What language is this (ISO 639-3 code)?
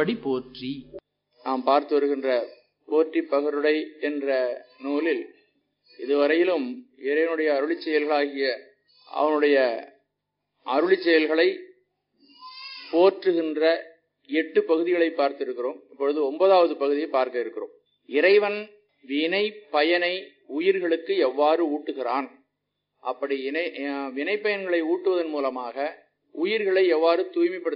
tam